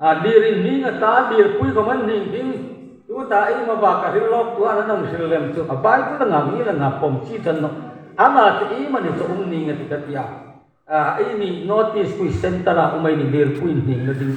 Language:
Hmar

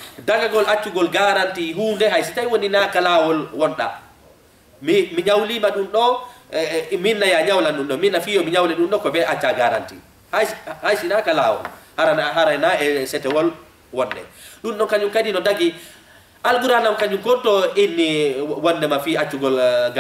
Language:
Fula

